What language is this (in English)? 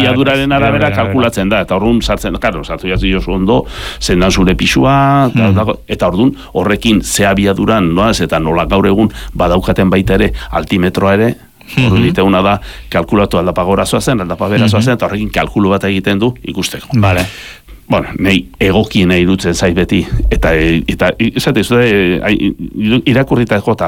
Basque